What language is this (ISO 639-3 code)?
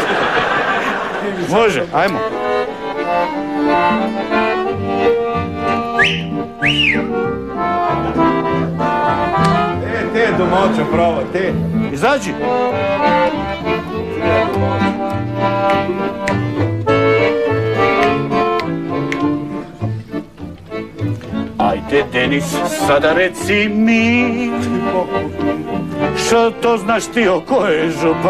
hrv